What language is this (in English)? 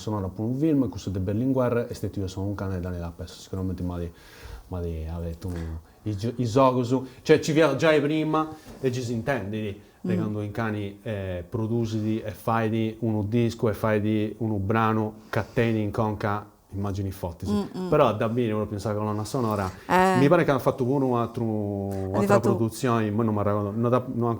Sardinian